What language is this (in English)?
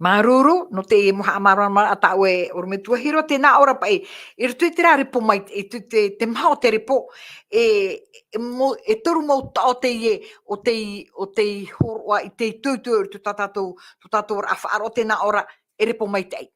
Tahitian